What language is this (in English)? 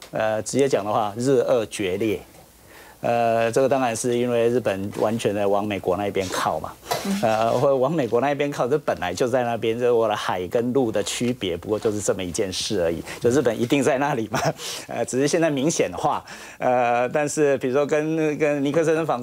Chinese